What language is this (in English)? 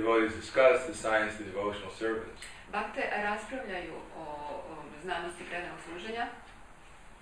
Croatian